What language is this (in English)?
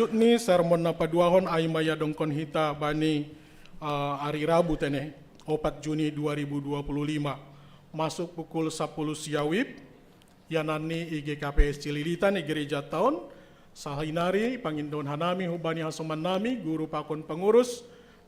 Batak Simalungun